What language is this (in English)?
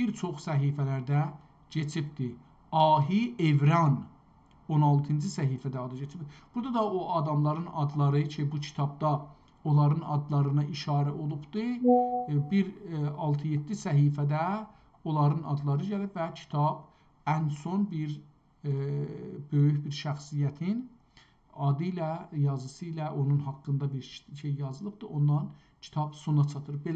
South Azerbaijani